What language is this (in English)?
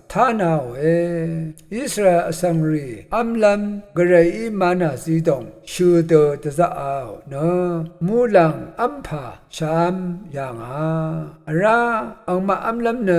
Rawang